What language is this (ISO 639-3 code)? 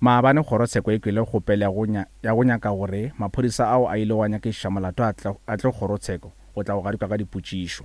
nso